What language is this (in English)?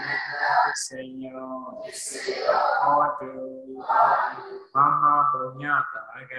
Burmese